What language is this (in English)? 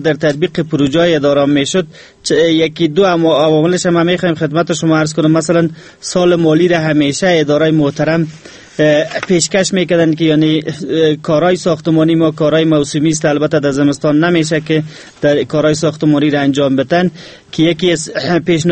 Persian